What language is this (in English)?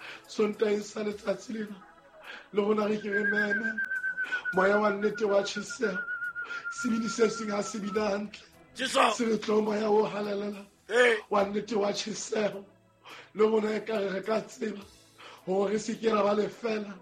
Southern Sotho